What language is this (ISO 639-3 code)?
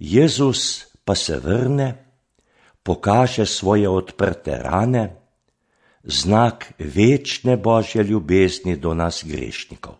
slv